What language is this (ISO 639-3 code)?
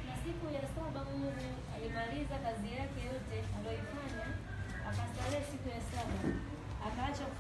swa